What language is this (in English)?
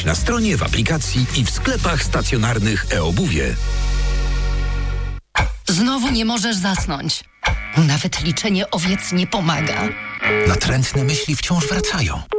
Polish